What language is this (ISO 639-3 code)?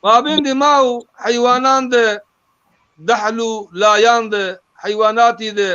zza